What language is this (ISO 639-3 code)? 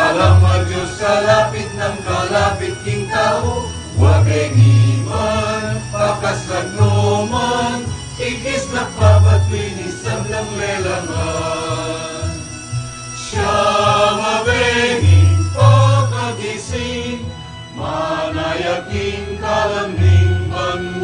pam